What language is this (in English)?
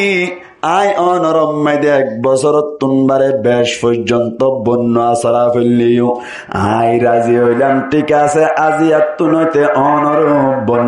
Rohingya